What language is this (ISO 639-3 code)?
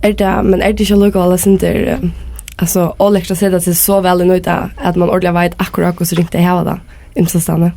fao